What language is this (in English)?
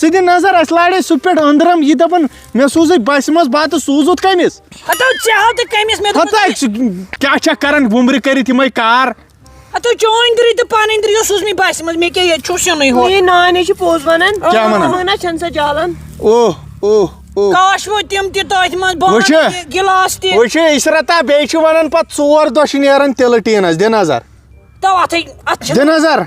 Kashmiri